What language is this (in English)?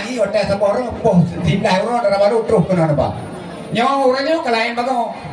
Achinese